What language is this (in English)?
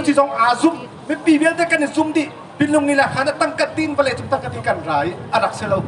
Hakha Chin